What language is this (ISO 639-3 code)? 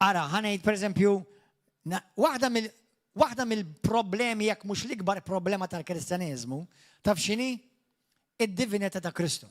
mlt